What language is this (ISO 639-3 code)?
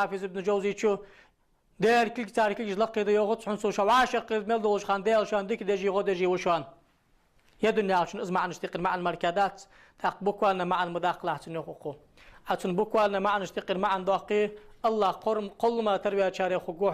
inh